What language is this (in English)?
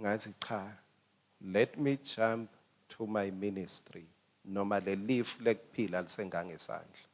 Swati